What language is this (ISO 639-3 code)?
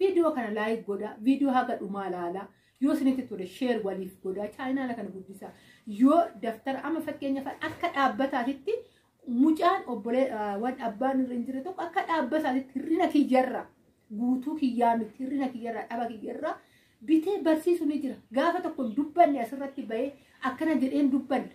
orm